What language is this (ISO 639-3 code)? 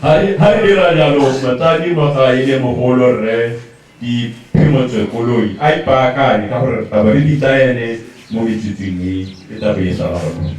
tsn